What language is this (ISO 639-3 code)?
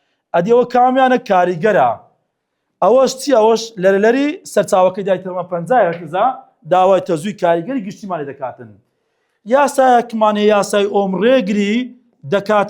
ckb